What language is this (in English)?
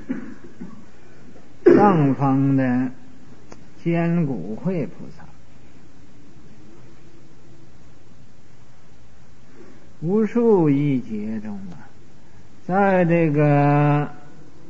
Chinese